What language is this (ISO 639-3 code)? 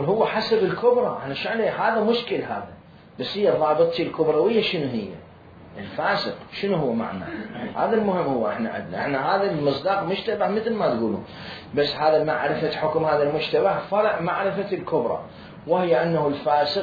acm